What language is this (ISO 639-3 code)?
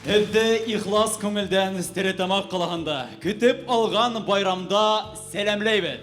bak